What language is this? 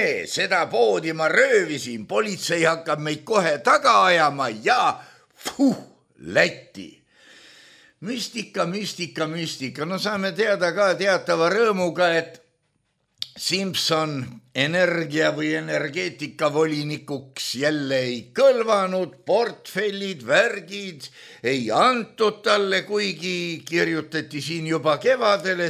Estonian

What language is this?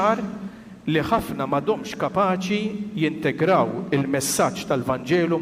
Maltese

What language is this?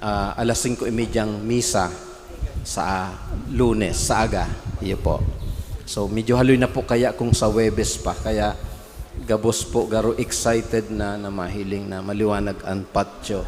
Bikol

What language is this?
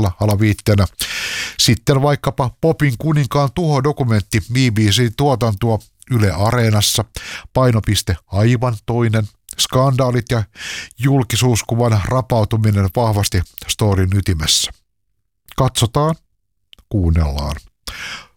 Finnish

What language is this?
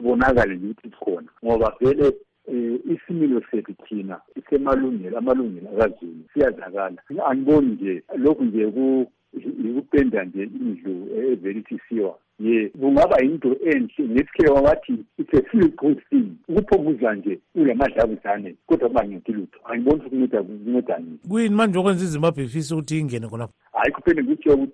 North Ndebele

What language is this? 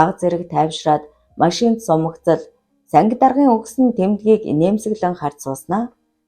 Mongolian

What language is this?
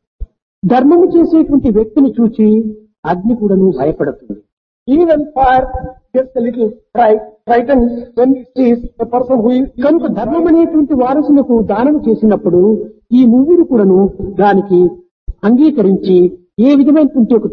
Telugu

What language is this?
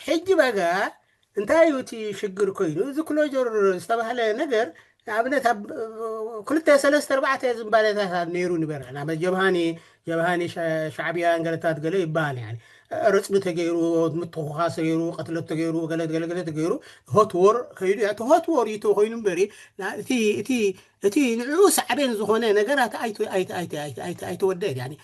Tigrinya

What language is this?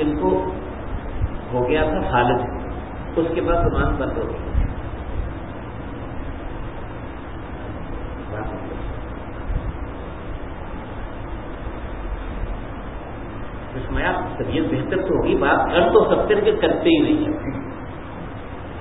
Urdu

